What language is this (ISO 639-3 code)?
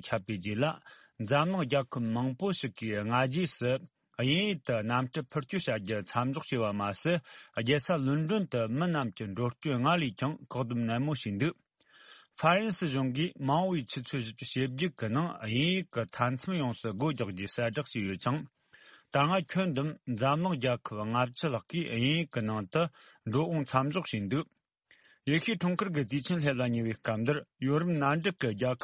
bod